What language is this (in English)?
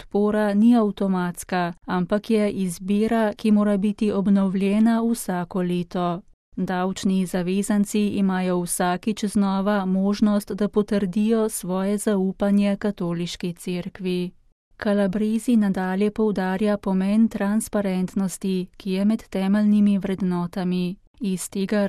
Slovenian